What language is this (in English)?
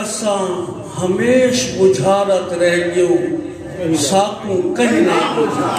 Saraiki